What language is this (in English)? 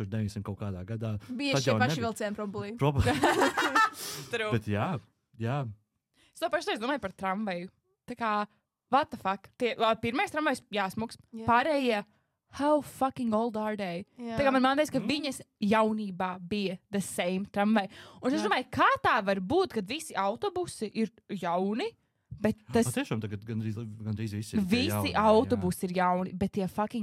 Latvian